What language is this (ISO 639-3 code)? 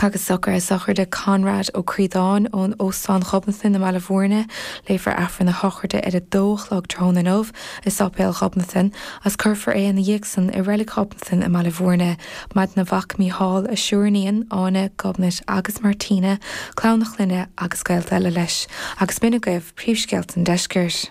gle